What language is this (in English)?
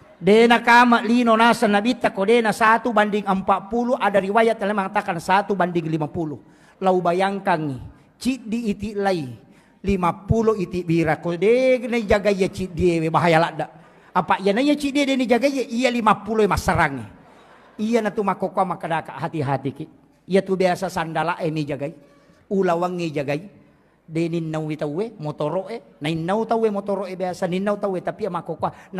Buginese